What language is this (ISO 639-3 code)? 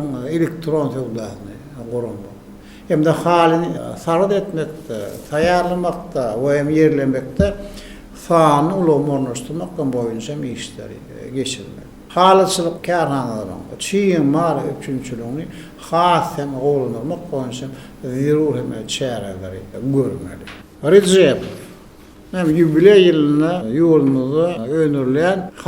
tuk